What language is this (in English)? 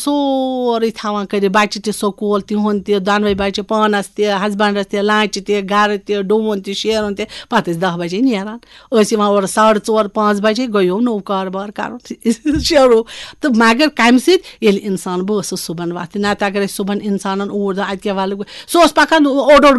Kashmiri